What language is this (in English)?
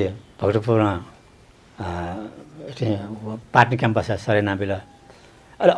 Newari